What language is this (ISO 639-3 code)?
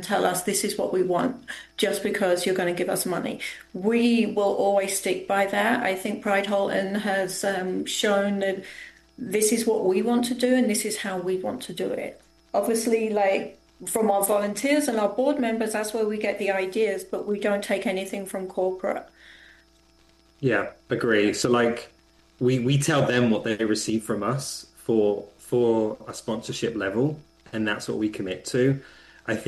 eng